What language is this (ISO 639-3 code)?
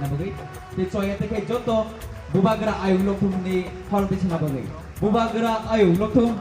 trp